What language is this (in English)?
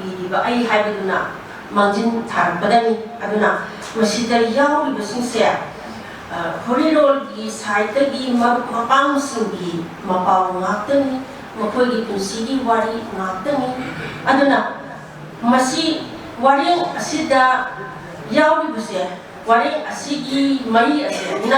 Manipuri